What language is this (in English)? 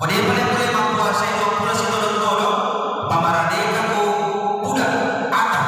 Buginese